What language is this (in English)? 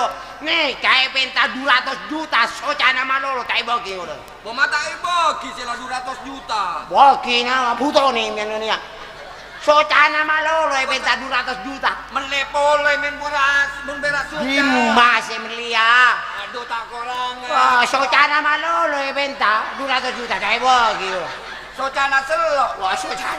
Madurese